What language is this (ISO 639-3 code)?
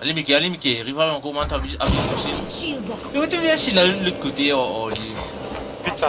mfe